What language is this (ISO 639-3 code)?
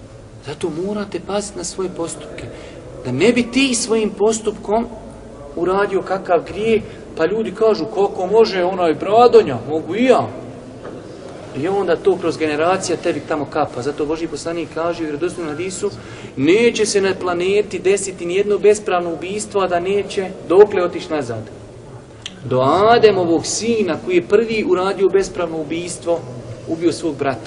bos